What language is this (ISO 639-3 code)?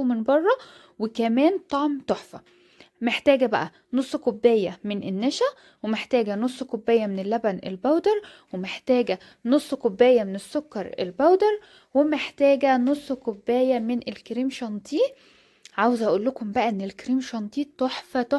arz